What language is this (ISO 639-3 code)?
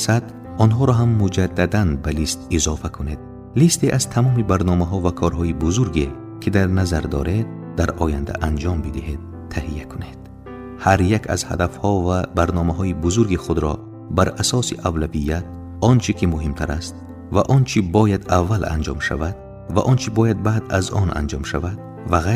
tgk